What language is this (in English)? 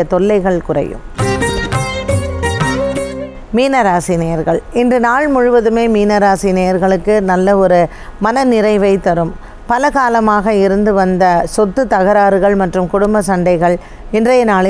Tamil